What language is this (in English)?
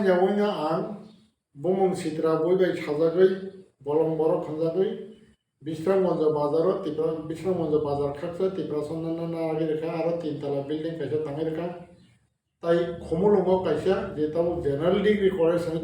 Kok Borok